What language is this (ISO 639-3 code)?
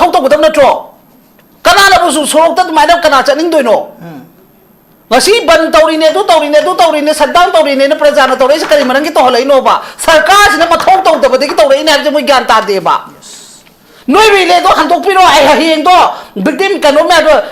mni